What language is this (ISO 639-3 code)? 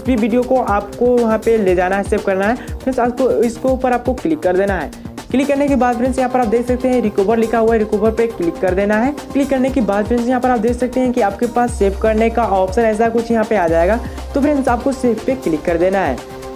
hin